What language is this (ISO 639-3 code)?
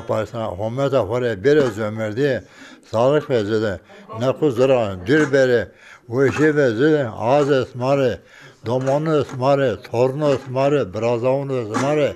zza